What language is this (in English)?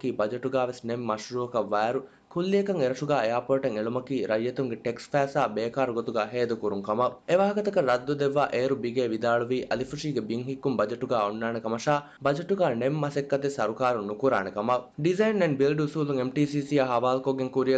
Divehi